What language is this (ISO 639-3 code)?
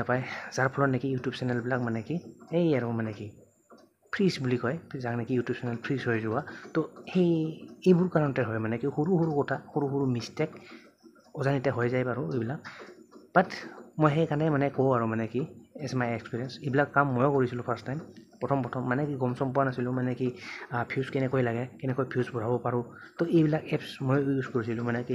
asm